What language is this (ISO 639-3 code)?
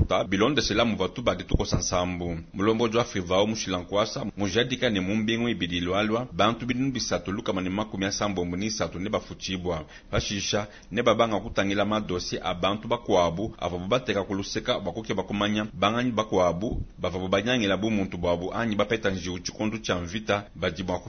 lua